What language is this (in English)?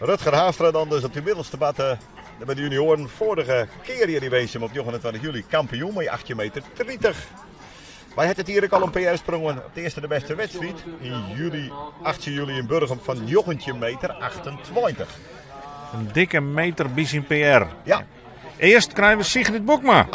Western Frisian